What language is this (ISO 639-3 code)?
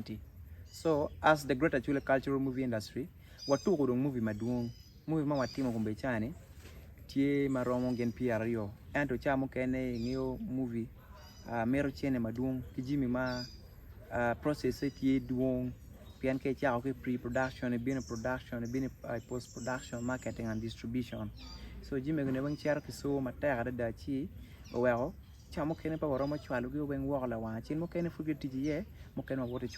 ach